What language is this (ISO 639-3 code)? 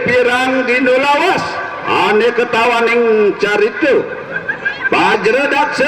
ban